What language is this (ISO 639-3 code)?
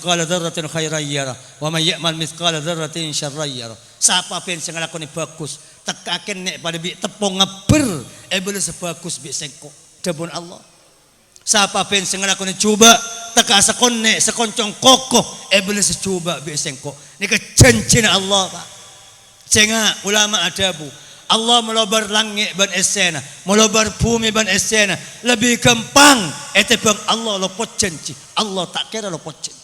mad